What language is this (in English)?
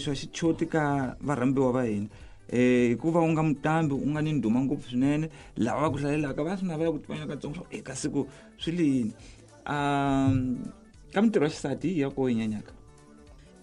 Tsonga